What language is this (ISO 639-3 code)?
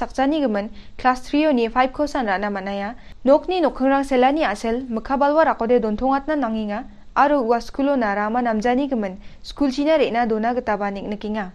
grt